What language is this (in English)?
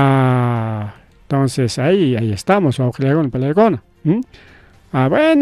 Ayacucho Quechua